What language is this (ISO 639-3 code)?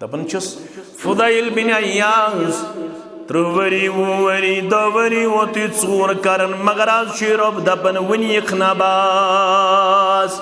kas